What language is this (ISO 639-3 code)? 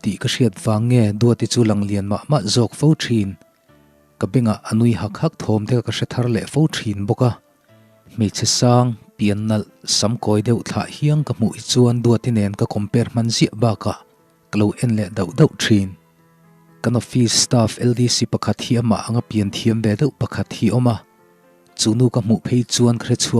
lus